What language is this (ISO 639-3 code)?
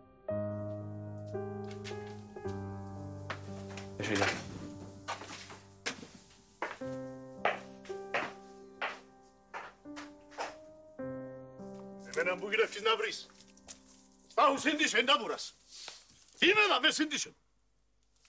ell